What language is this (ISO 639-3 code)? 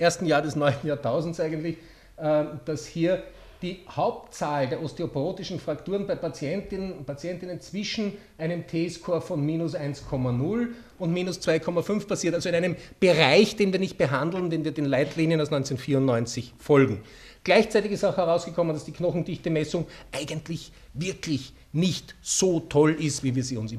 deu